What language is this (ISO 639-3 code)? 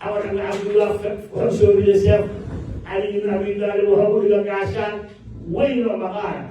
som